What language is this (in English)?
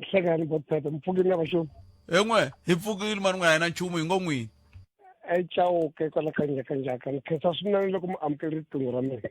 Tsonga